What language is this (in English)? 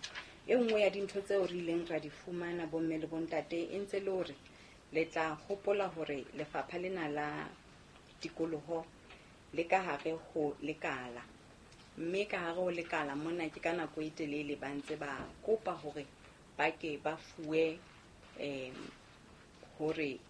Southern Sotho